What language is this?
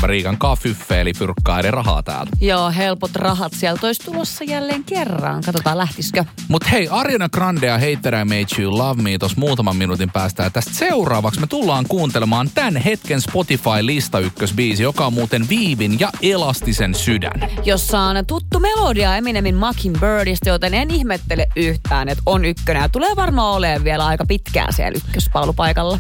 Finnish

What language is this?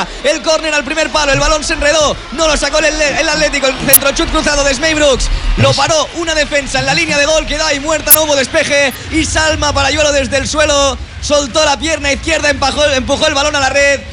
Spanish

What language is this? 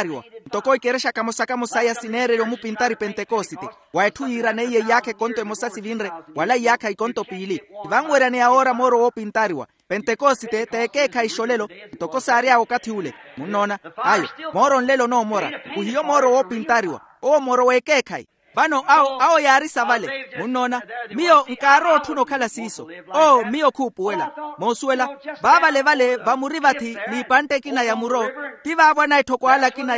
Makhuwa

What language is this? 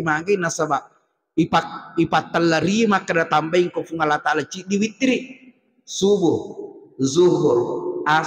Buginese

